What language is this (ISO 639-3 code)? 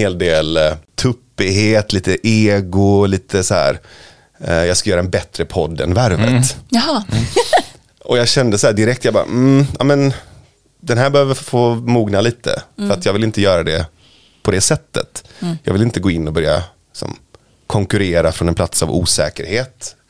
swe